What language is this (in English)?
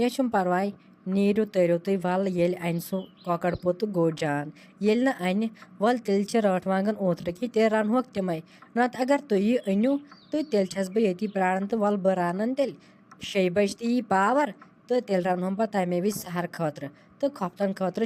Kashmiri